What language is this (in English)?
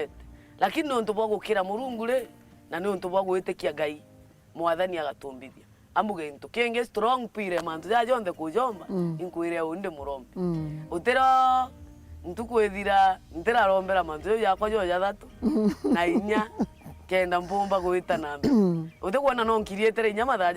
Meru